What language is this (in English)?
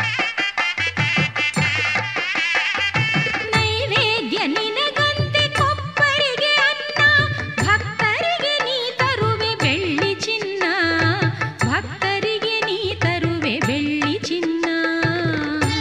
Kannada